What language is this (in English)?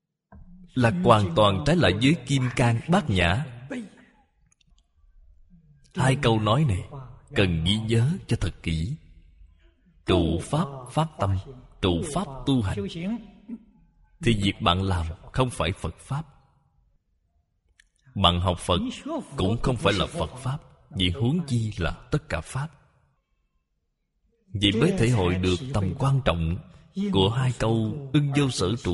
Vietnamese